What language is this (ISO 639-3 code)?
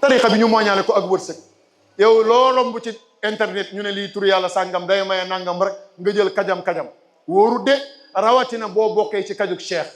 wol